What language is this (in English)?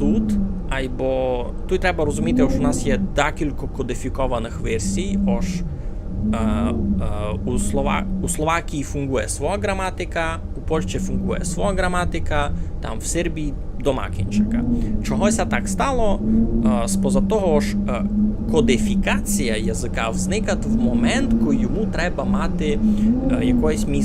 Rusyn